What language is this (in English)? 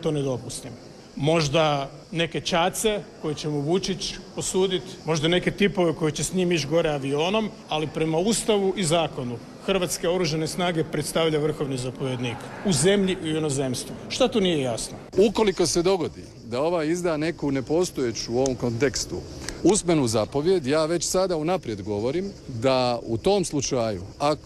Croatian